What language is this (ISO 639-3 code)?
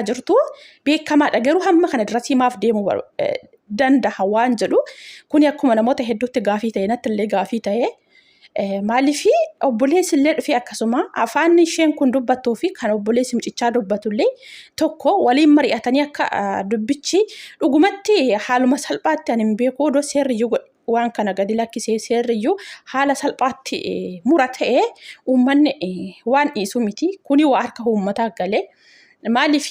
orm